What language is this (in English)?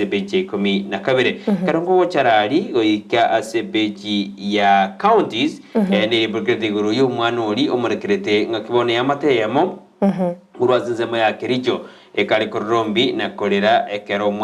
Gusii